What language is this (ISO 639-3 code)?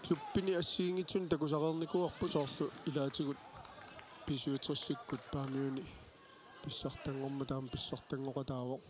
kal